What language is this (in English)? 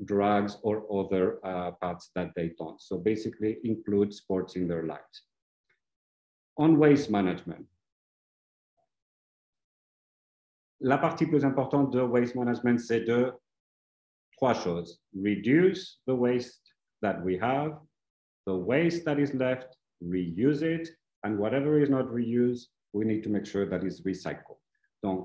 French